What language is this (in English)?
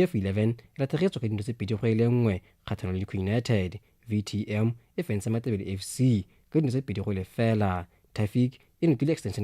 Tswana